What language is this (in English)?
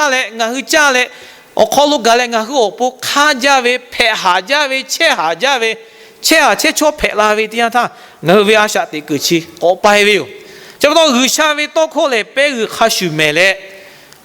Lahu